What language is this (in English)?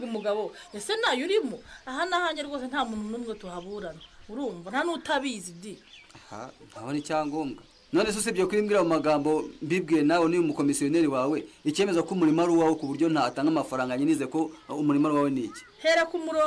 Kinyarwanda